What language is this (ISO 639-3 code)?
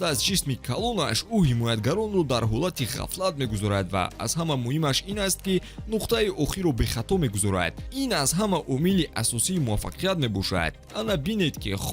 tgk